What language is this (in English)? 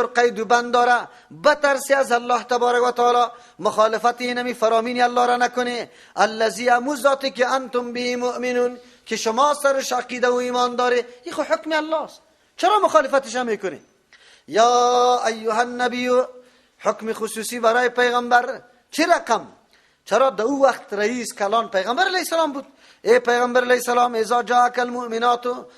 Persian